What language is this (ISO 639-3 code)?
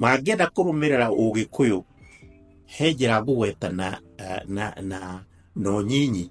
kik